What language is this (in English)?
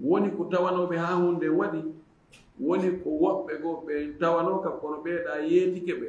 Fula